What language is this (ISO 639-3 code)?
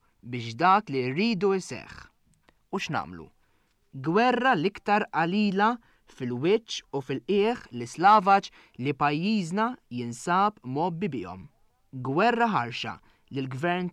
mlt